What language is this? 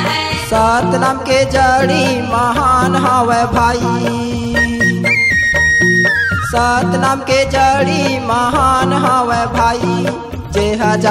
Chhattisgarhi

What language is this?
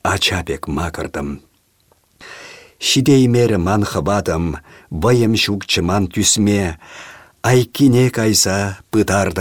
Chuvash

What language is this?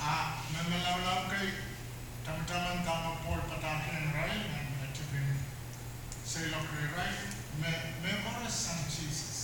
Pohnpeian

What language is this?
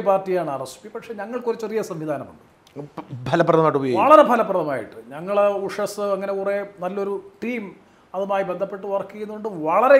Malayalam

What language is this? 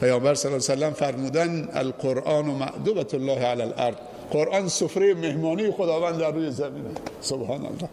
Persian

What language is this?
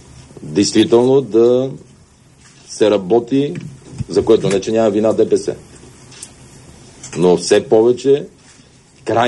Bulgarian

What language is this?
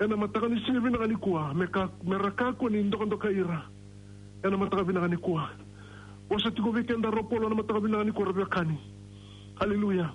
Fijian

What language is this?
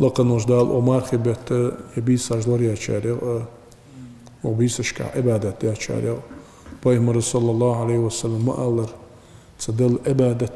Ingush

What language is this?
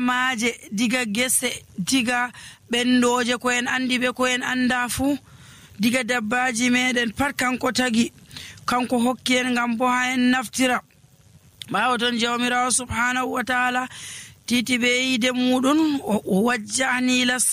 Nigerian Fulfulde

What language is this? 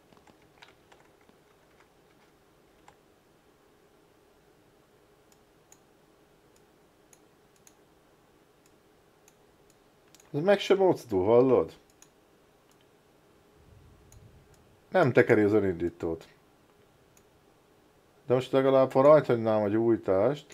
Hungarian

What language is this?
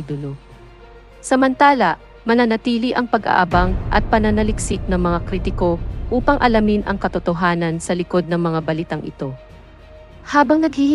Filipino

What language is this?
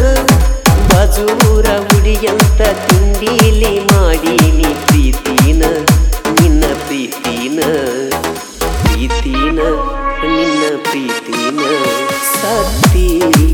Kannada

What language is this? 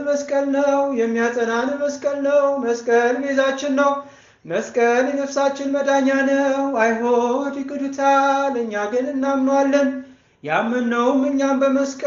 Amharic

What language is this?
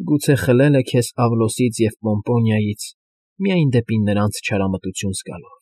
Armenian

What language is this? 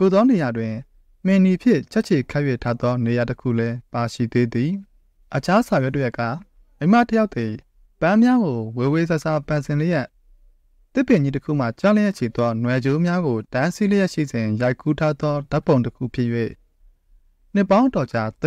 Burmese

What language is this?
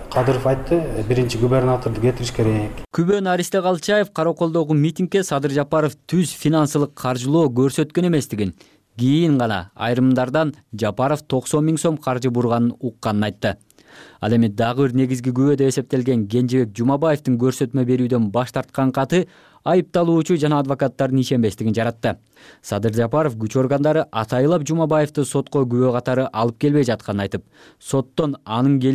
Kyrgyz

